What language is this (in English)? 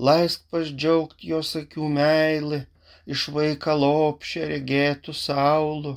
Lithuanian